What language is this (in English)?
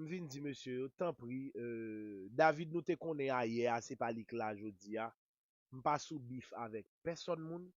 Haitian Creole